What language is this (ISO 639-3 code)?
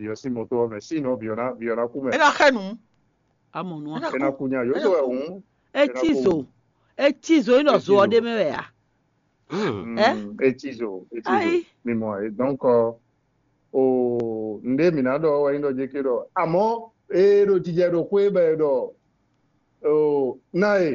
fon